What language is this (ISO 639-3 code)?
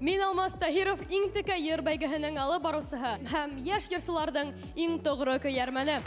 bak